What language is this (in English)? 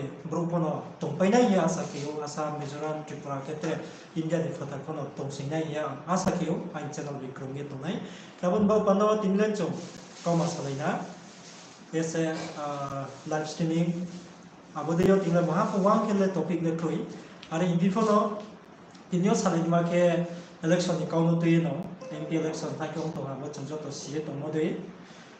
Riang (India)